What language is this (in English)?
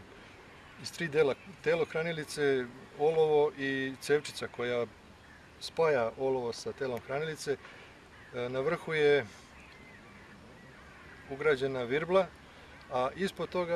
Serbian